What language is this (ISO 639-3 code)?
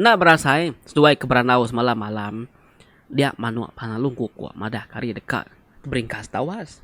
iba